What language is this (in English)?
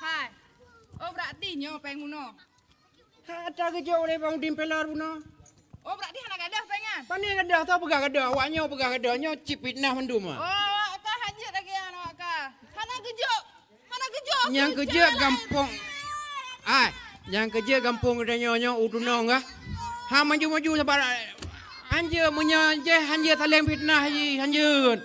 Achinese